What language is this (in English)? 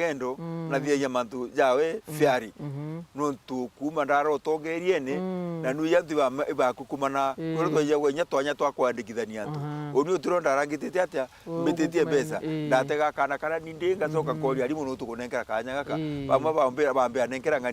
Meru